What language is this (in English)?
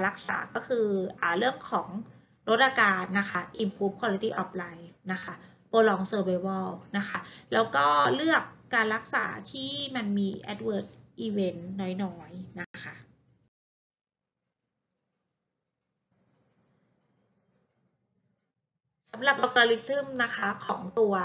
Thai